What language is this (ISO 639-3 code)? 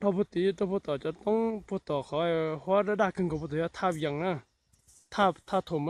hmn